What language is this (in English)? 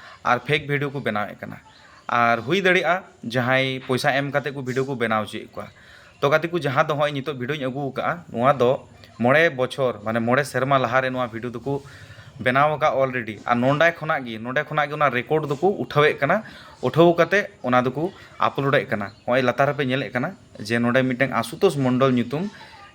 Santali